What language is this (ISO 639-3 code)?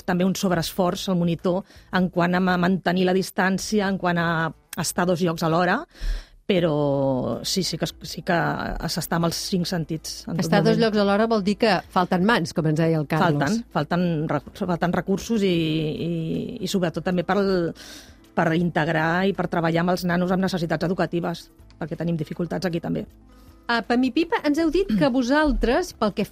cat